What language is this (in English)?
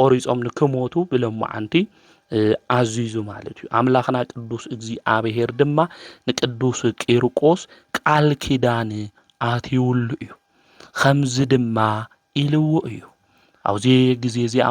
Tigrinya